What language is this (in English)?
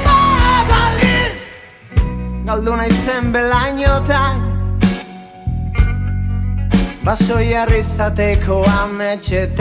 Basque